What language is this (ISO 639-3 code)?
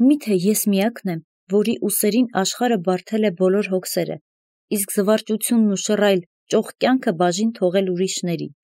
hye